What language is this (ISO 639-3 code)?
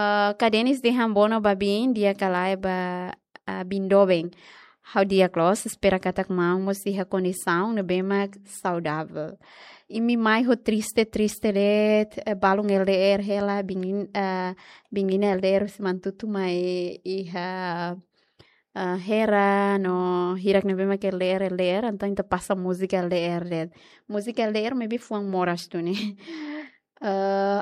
tet